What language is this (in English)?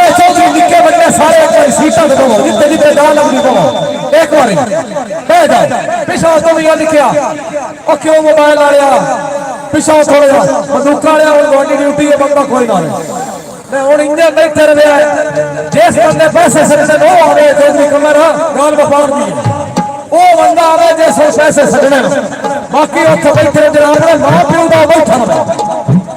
Saraiki